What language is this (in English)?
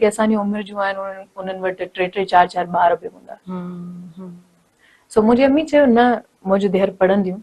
Sindhi